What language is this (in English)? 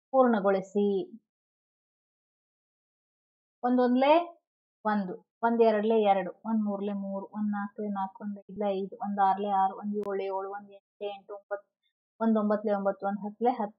Kannada